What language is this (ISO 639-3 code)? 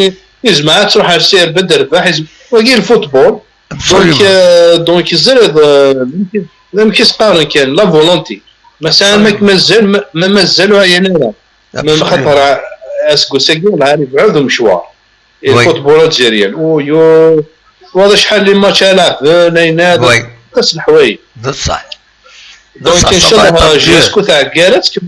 kab